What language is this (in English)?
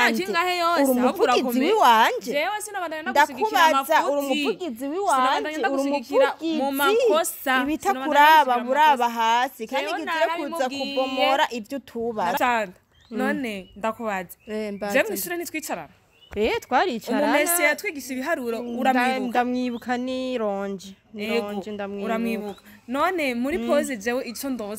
Rundi